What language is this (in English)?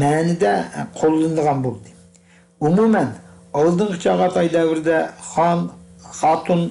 Uyghur